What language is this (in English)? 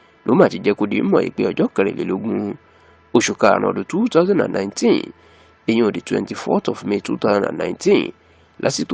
Yoruba